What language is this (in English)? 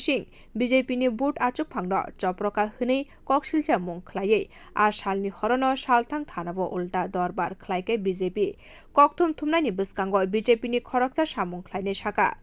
Kok Borok